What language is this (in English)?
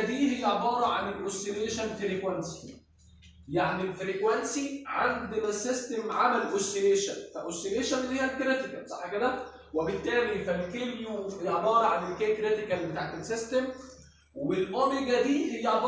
Egyptian Arabic